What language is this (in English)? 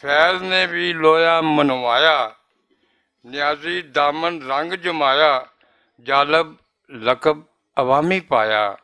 Western Panjabi